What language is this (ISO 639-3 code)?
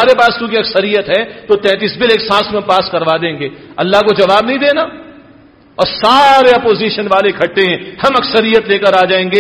urd